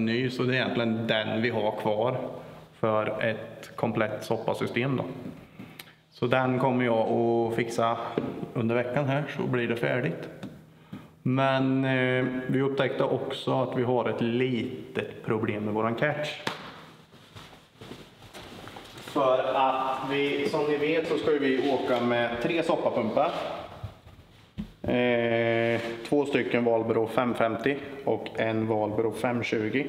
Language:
Swedish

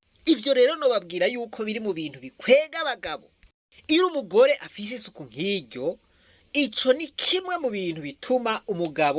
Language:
Rundi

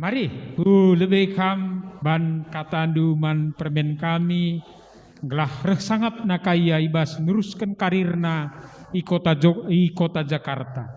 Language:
Batak Karo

